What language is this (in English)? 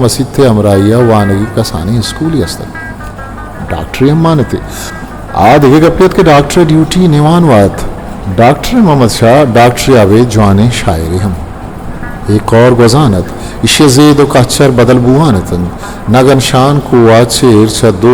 Eastern Balochi